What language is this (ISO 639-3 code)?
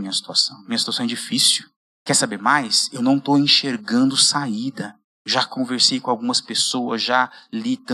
por